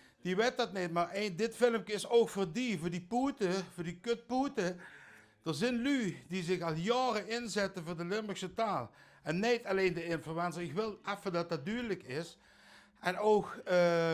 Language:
Limburgish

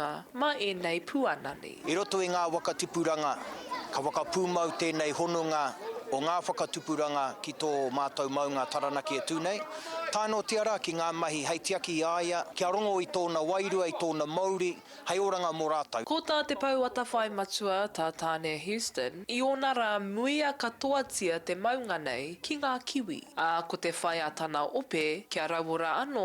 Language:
Māori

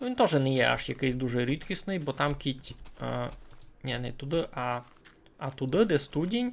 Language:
Rusyn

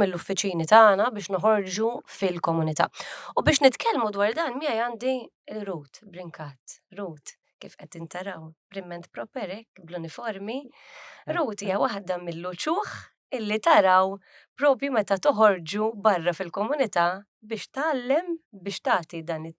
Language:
Maltese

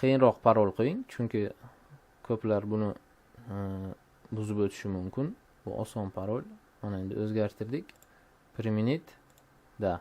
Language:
Uzbek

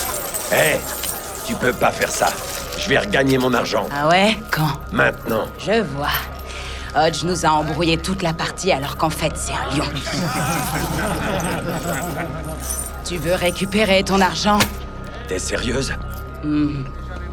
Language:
French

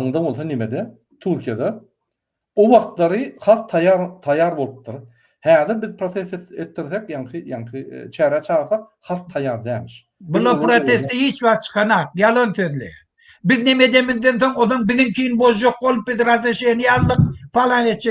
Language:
Turkmen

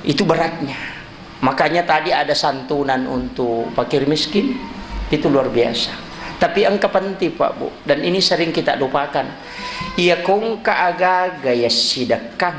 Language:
Buginese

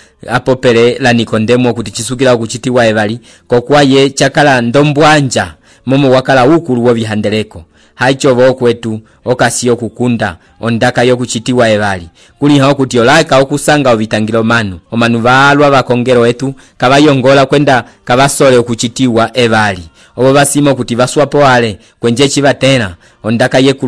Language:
Umbundu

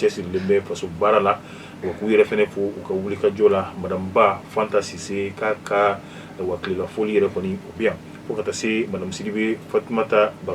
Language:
Bambara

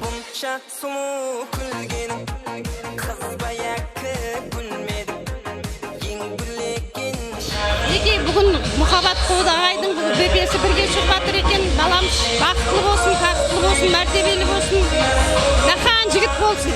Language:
Kara-Kalpak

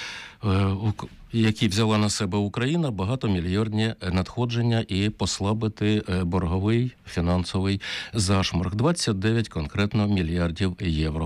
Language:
Ukrainian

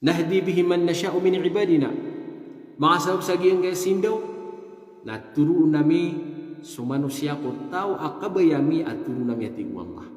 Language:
Maranao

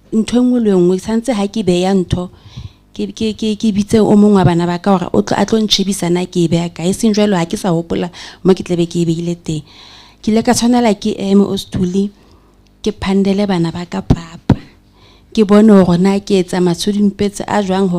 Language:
Southern Sotho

